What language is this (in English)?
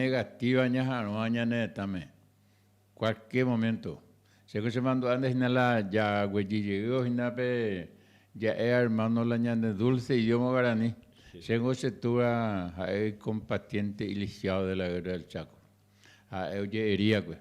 Guarani